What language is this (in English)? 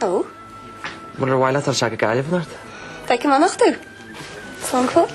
Irish